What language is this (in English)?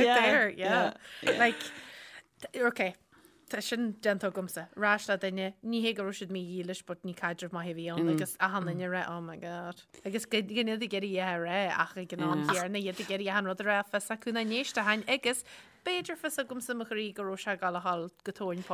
Irish